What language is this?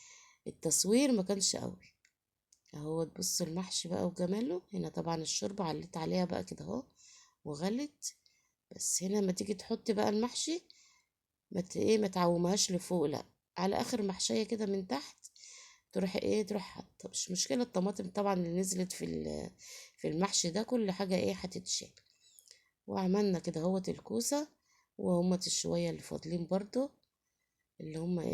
Egyptian Arabic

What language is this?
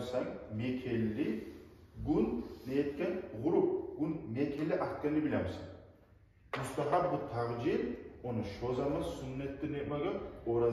Kumyk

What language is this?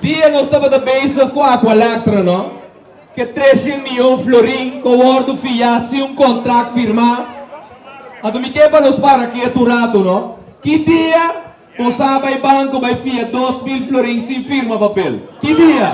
Papiamento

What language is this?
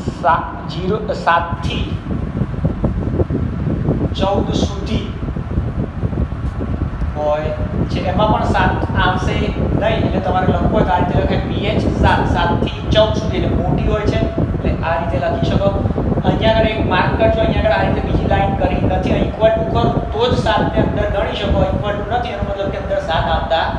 Gujarati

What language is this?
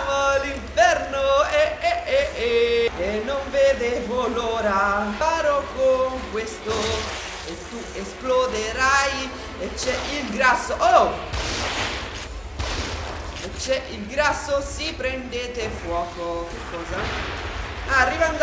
Italian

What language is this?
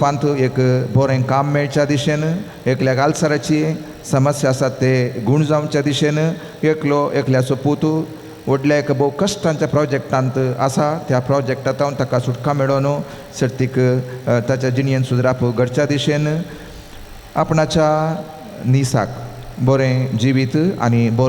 Konkani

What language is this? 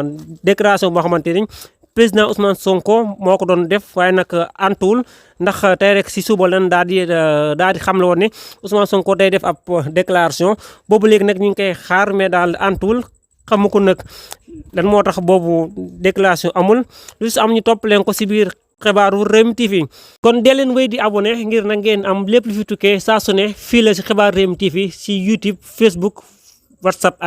Wolof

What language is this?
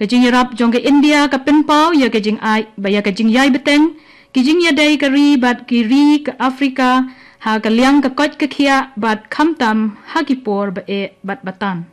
Khasi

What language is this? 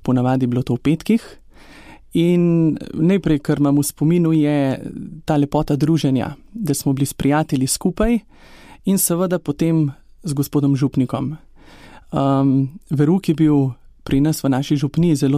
Slovenian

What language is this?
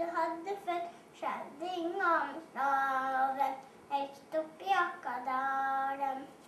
Norwegian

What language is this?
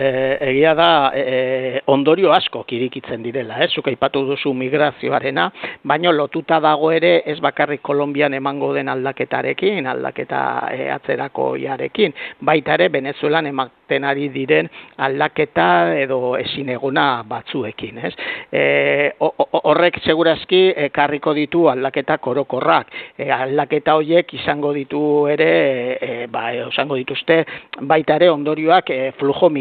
Basque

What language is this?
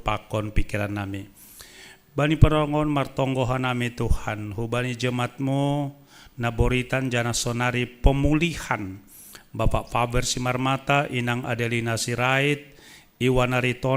Batak Simalungun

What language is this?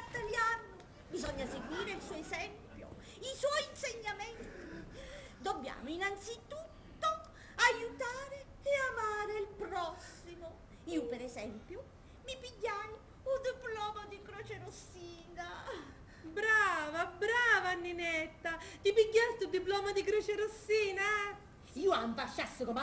Sicilian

